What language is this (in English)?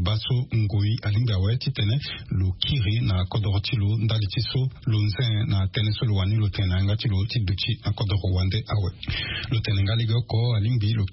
Sango